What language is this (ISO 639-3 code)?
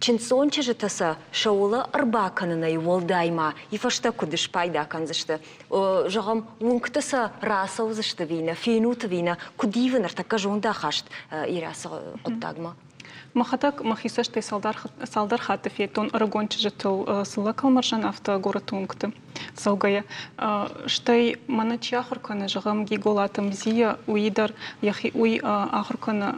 oss